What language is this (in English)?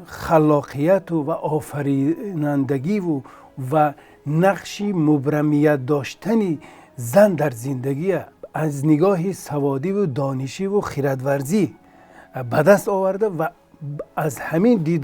Tajik